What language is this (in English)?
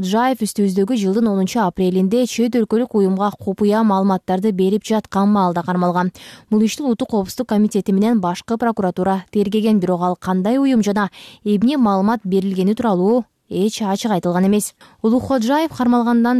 Kyrgyz